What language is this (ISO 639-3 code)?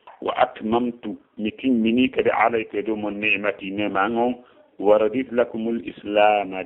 ful